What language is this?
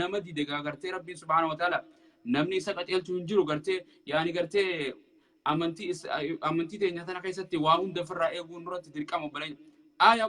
Oromo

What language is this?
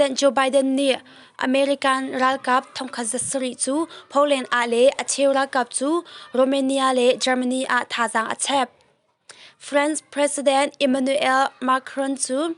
Hakha Chin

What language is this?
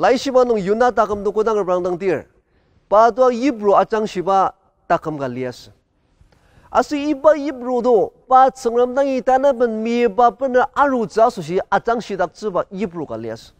Ao Naga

